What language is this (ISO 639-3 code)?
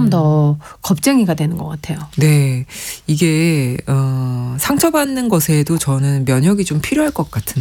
kor